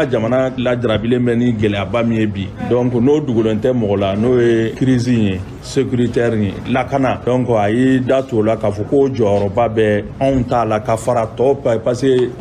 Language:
Bambara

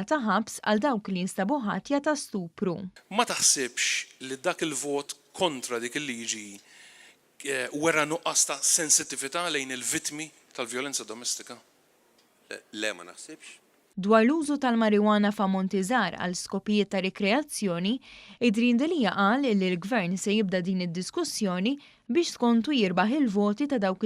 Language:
Maltese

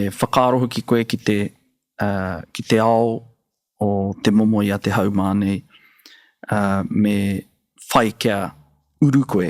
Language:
Māori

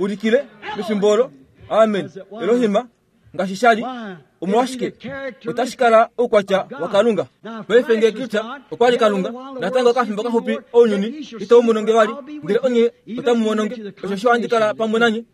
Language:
Kuanyama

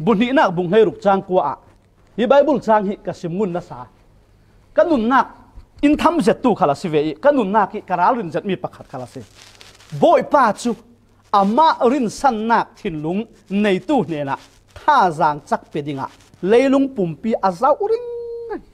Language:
Falam Chin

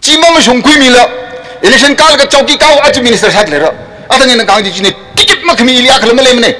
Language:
Tangkhul Naga (India)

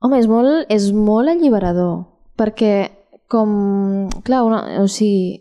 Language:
Catalan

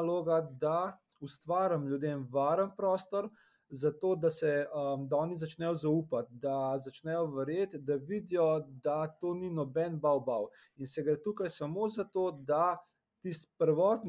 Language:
Slovenian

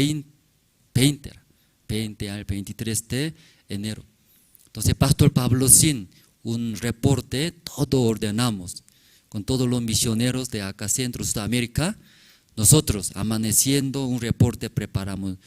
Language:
Aymara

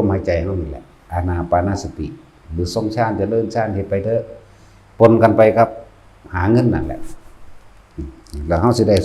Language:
Northeastern Thai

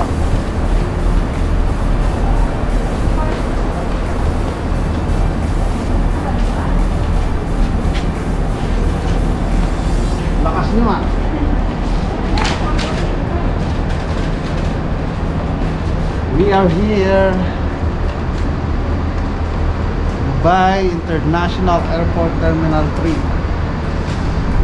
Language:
Filipino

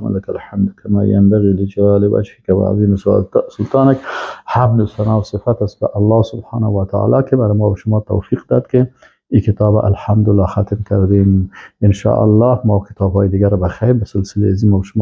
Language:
Persian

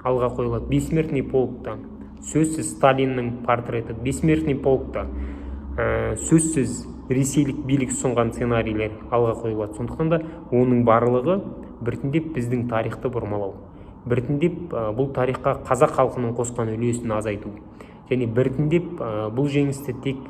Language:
Kazakh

